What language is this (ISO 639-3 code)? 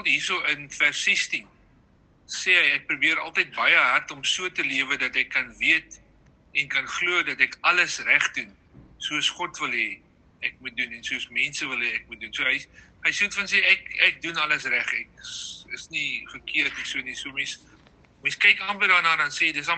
afr